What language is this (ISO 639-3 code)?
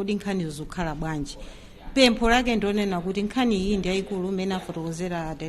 nya